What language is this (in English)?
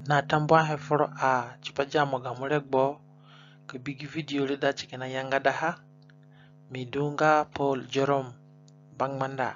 Zande (individual language)